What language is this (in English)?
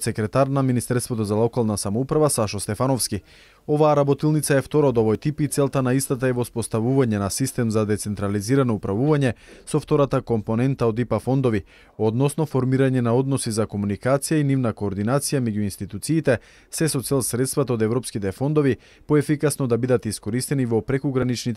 Macedonian